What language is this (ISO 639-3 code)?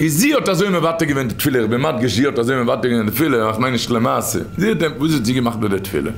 yid